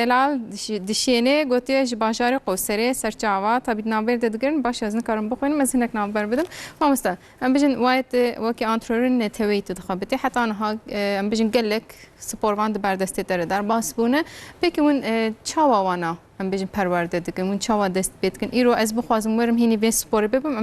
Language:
Kurdish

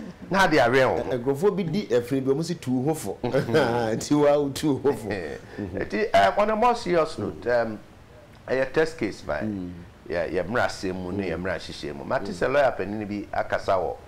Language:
Akan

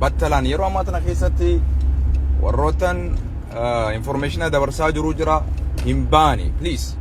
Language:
Oromo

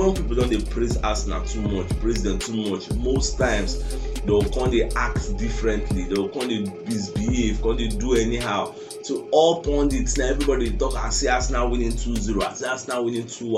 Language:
Nigerian Pidgin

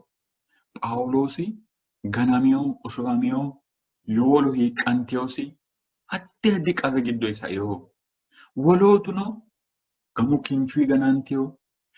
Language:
Sidamo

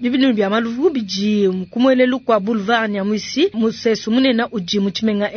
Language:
Luba-Lulua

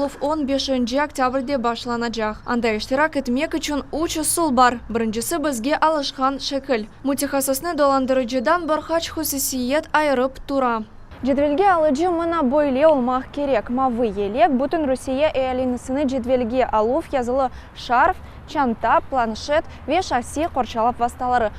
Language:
Crimean Tatar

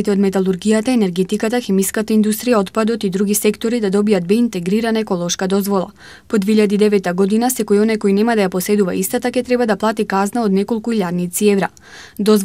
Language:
Macedonian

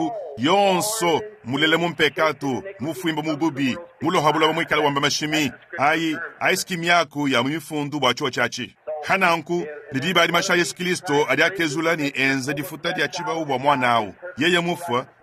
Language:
Luba-Lulua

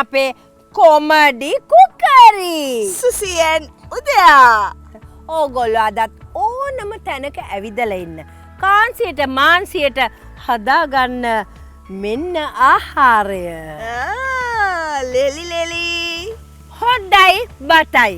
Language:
Sinhala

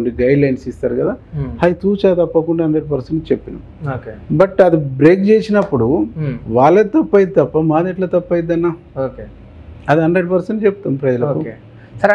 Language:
Telugu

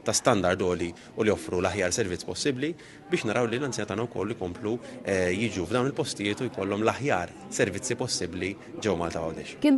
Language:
Maltese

